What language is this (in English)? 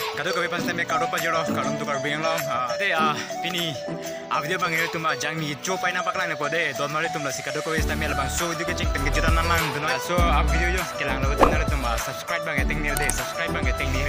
Karbi